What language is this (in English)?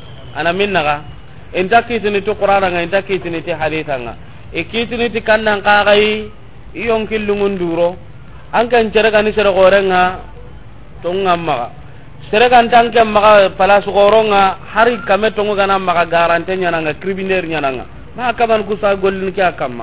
Soninke